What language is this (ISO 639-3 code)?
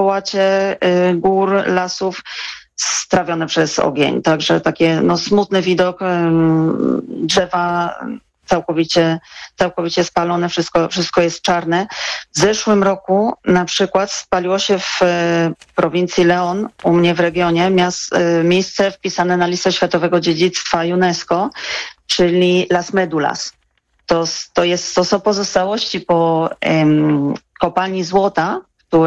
pol